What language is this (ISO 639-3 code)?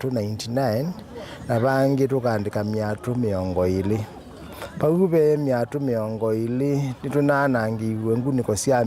kam